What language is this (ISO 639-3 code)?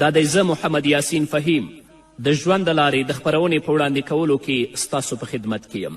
pus